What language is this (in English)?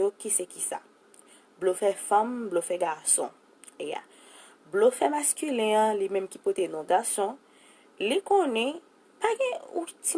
Haitian Creole